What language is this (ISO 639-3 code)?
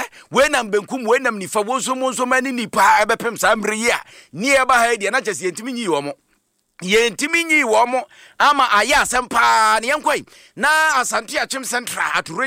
aka